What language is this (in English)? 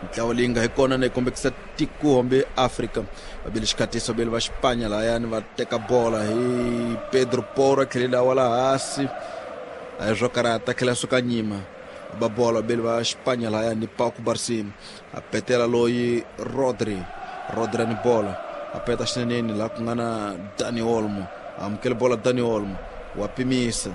Tsonga